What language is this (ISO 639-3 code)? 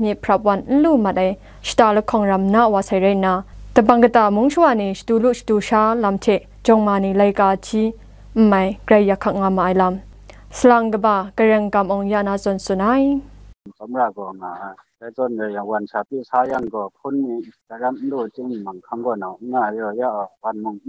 kac